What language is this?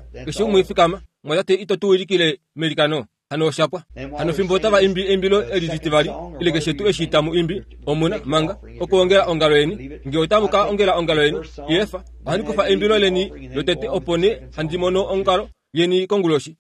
Kuanyama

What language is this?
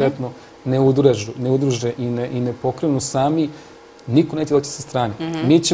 Serbian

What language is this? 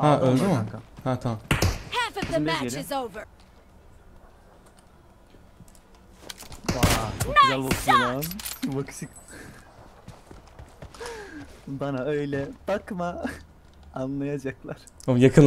Turkish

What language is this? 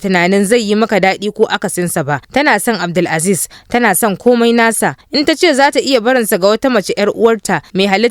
Hausa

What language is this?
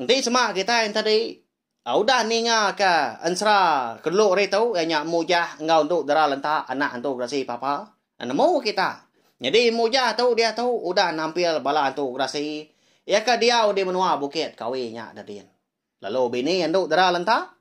Iban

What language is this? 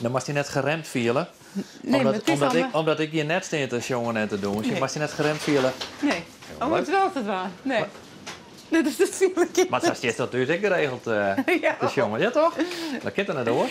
Western Frisian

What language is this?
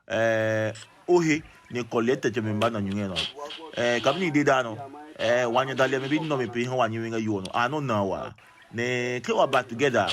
Adangme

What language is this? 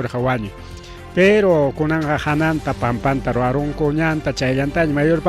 Ayacucho Quechua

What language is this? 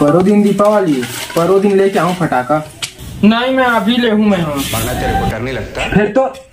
Chhattisgarhi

